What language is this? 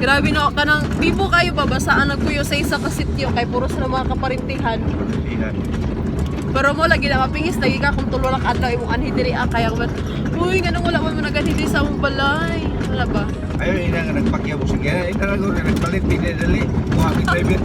Cebuano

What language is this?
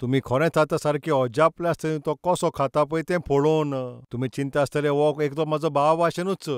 Konkani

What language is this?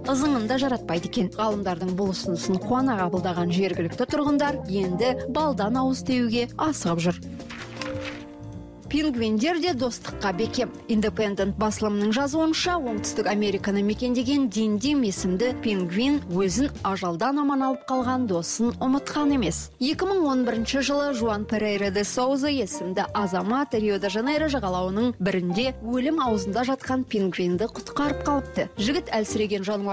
Kazakh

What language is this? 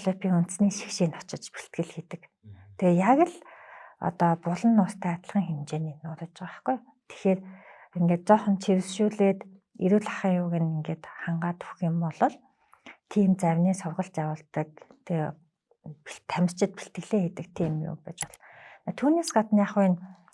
Mongolian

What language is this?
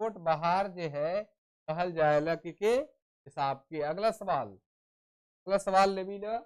Sadri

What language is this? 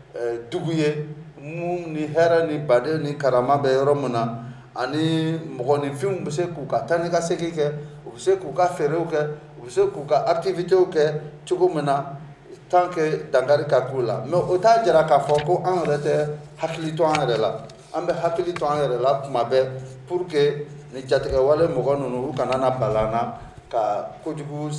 Bambara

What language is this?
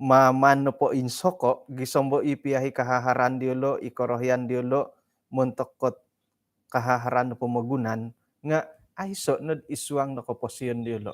Central Dusun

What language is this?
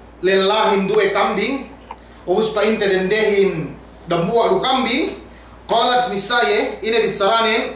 Yakan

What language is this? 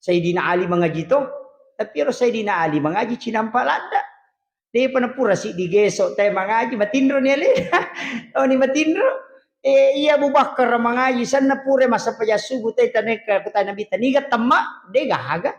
Buginese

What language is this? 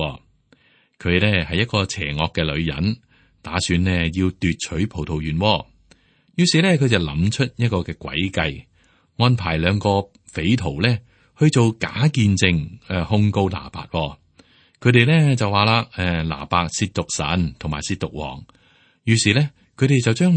Cantonese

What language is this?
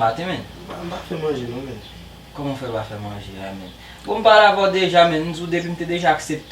Haitian Creole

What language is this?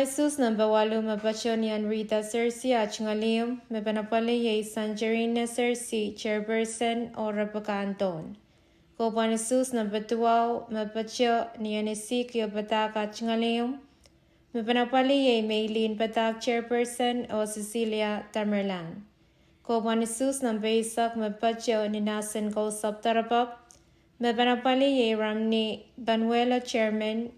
Pohnpeian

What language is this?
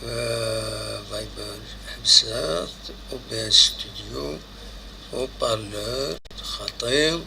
Kabyle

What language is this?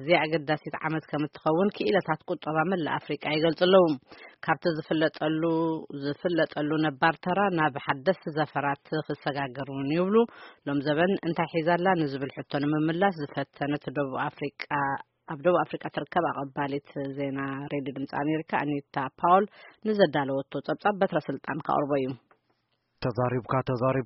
Tigrinya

